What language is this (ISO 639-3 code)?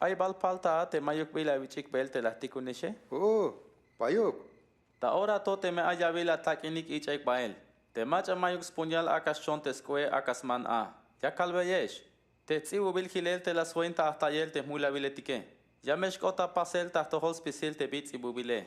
tzh